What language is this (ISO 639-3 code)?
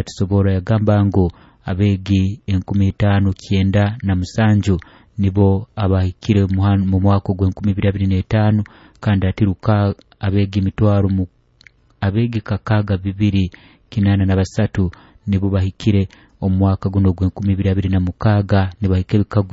nyo